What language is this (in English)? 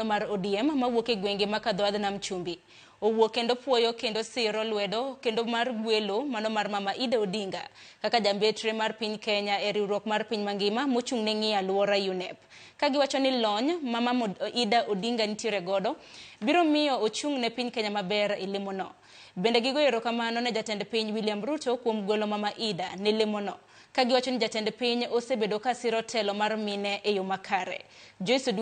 Luo (Kenya and Tanzania)